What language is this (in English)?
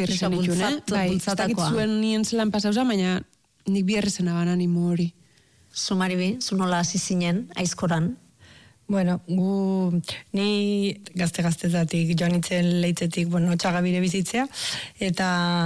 Basque